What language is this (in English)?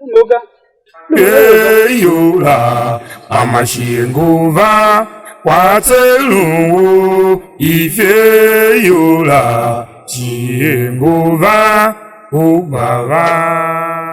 Tiv